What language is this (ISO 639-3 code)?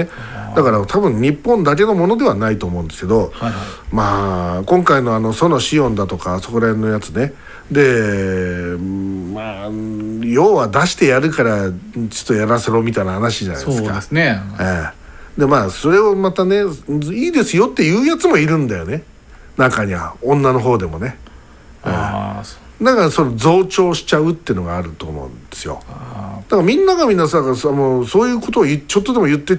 jpn